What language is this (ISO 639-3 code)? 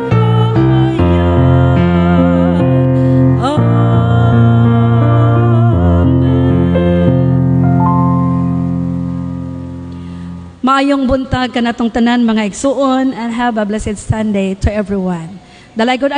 ceb